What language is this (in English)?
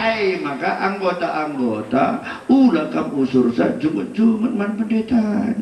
Batak Karo